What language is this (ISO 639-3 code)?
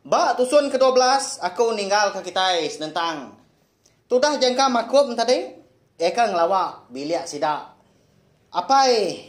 iba